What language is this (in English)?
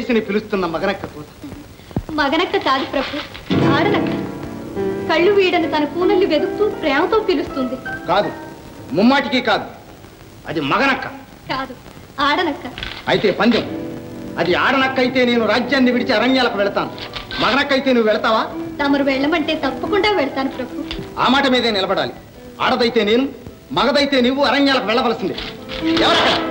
Telugu